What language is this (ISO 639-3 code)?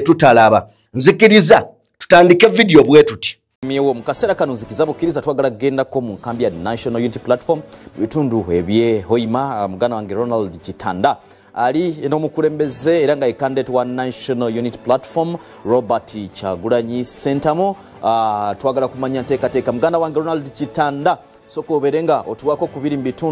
lug